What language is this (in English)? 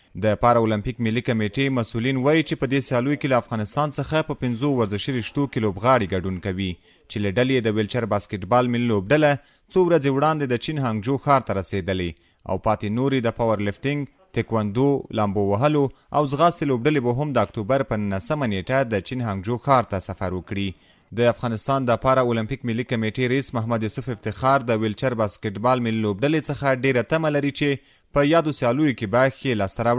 Pashto